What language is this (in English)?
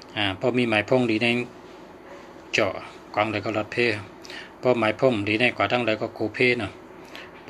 Shan